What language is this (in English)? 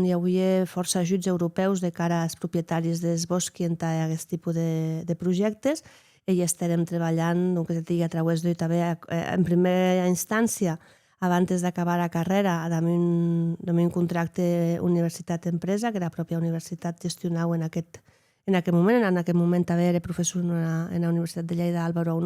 Occitan